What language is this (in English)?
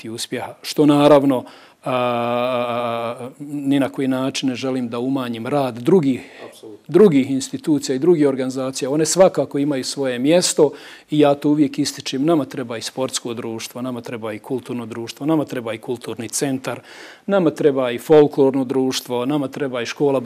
Bosnian